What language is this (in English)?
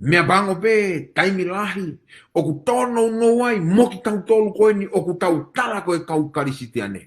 Tongan